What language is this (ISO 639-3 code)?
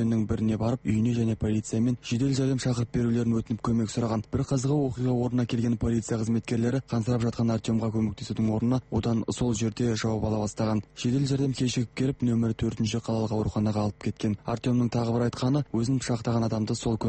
kaz